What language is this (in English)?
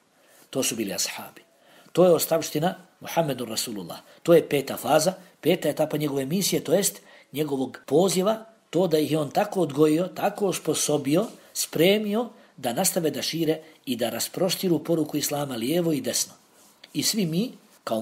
Bosnian